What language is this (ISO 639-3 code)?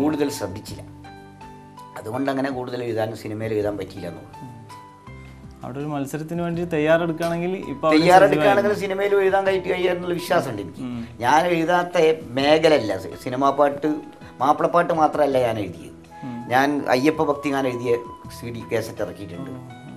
mal